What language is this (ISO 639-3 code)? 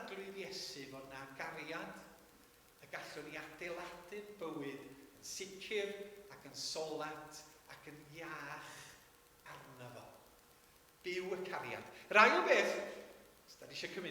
cym